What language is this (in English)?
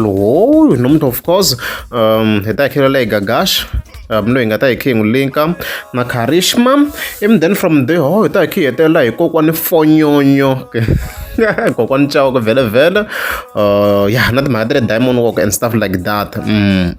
Tsonga